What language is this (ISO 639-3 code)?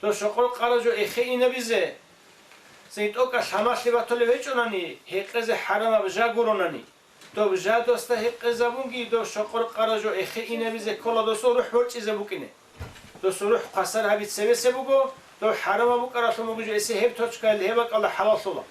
ava